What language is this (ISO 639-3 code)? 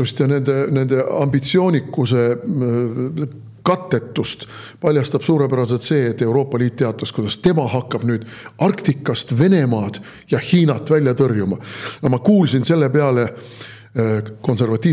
est